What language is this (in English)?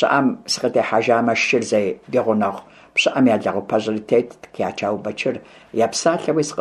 Kabardian